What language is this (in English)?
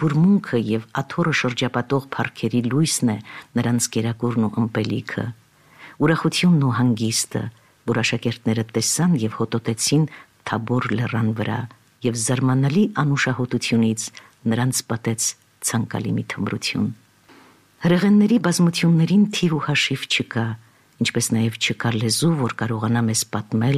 Armenian